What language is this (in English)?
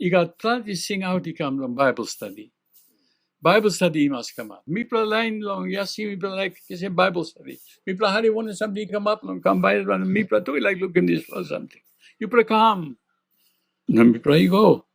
Tok Pisin